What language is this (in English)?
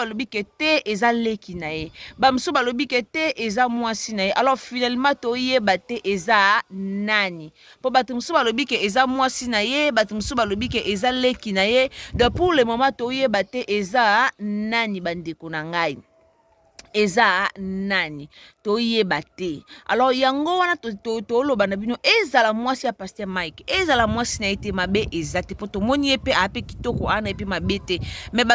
Lingala